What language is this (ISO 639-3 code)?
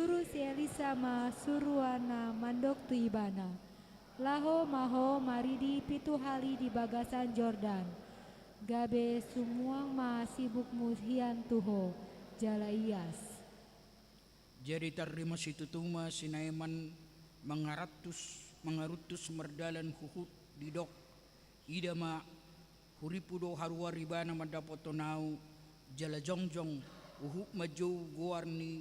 bbc